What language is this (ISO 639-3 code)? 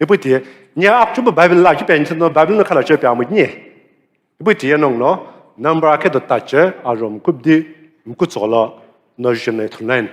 nsm